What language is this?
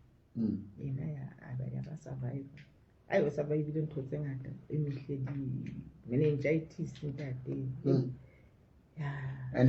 Southern Sotho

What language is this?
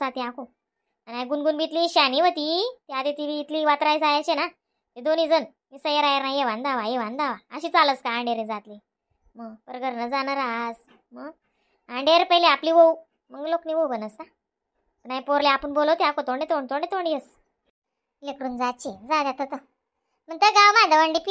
Khandesi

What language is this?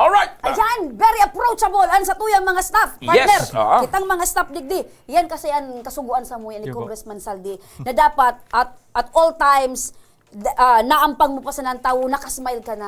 Bikol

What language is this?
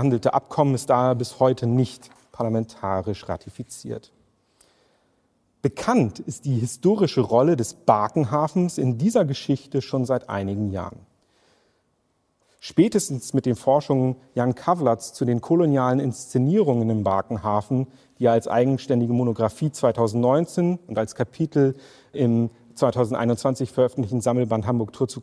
German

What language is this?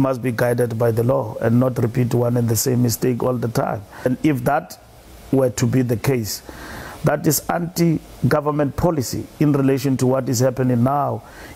Venda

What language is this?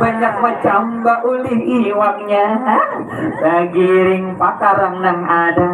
Banjar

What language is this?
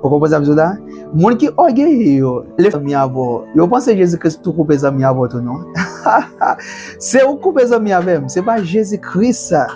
Haitian Creole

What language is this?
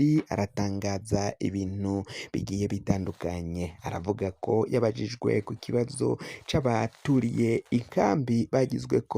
Rundi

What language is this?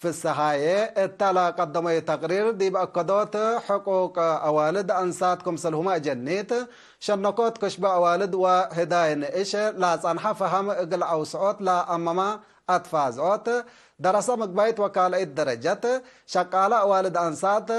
Tigre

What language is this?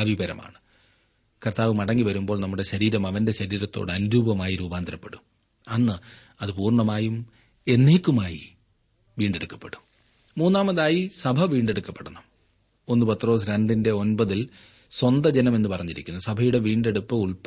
Malayalam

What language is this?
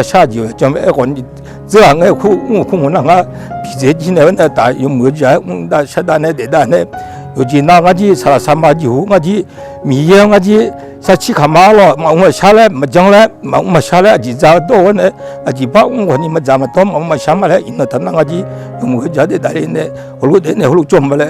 Akha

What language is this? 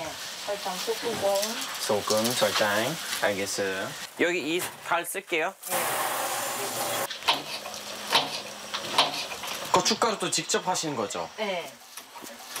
Korean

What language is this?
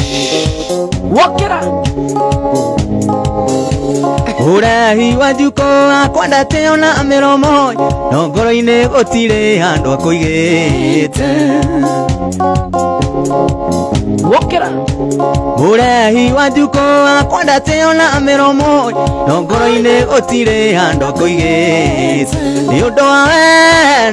Kikuyu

